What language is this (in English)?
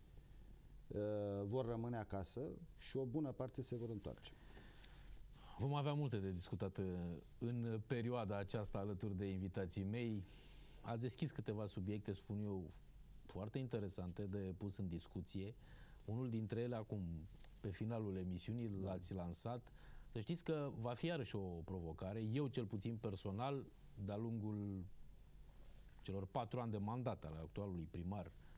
Romanian